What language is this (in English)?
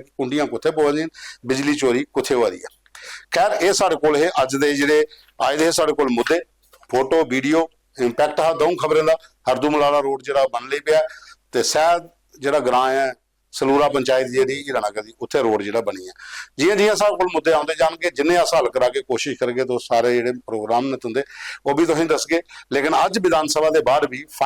Dogri